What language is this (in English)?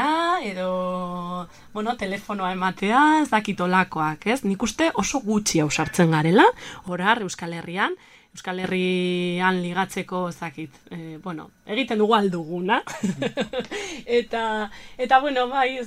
Basque